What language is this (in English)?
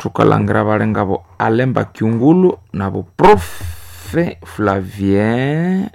Nande